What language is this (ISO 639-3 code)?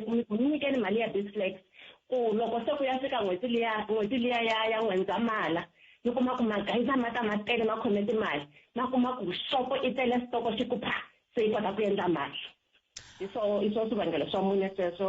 tso